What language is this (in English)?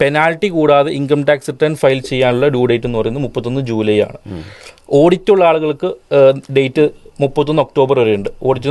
Malayalam